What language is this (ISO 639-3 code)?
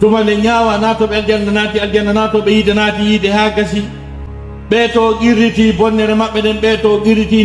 ful